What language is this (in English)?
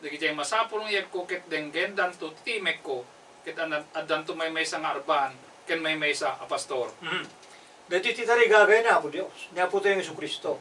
Iloko